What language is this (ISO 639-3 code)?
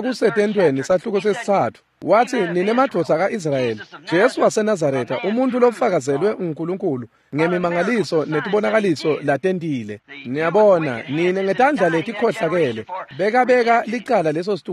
ssw